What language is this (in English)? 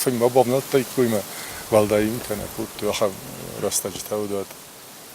Ossetic